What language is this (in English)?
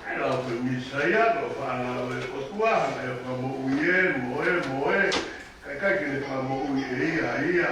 Tongan